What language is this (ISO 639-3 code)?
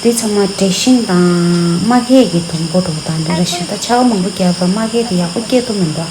bod